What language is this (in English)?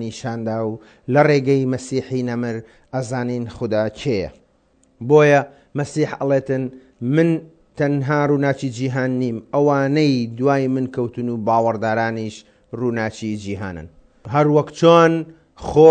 Central Kurdish